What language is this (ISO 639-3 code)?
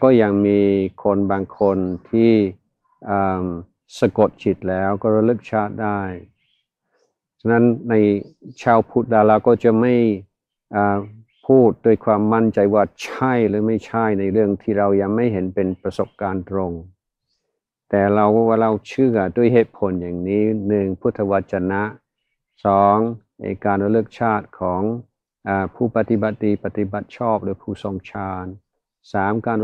tha